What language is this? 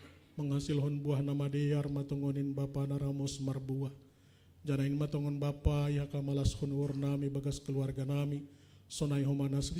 Batak Simalungun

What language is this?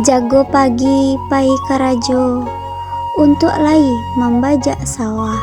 Minangkabau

